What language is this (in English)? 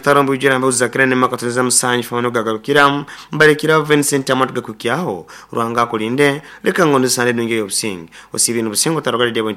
Nyoro